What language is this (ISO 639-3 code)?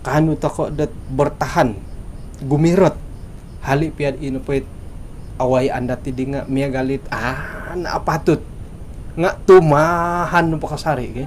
dtp